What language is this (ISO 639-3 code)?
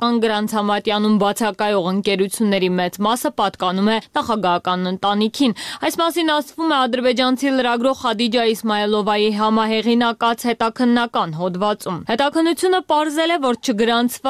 hye